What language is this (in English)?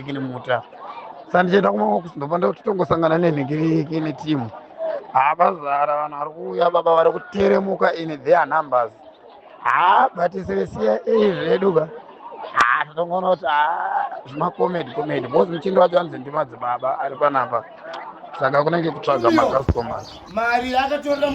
Shona